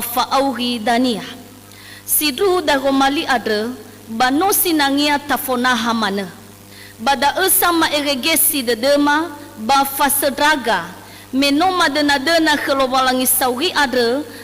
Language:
Nias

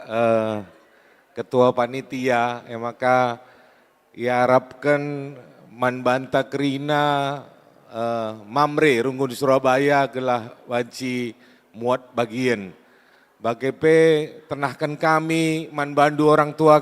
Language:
Batak Karo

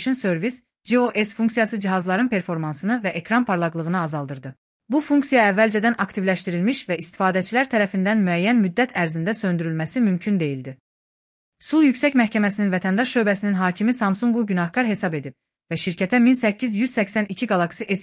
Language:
Azerbaijani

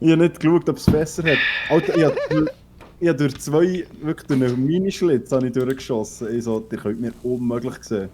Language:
Swiss German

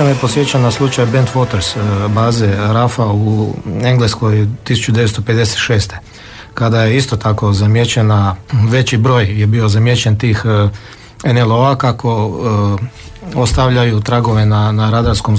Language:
Serbian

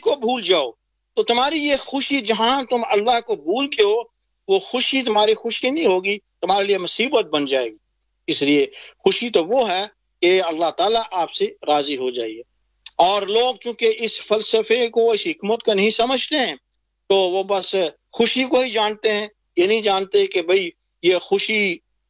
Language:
Urdu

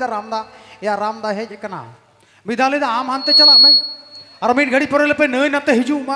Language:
Santali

